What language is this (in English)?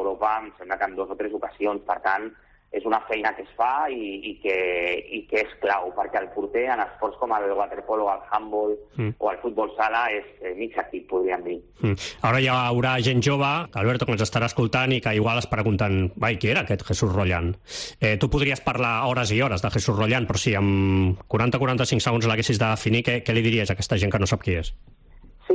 Catalan